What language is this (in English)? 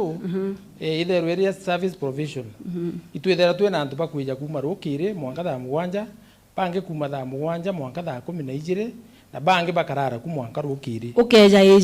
Meru